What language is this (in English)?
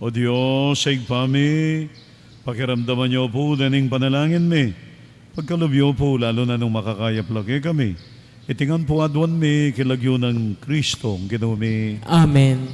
Pampanga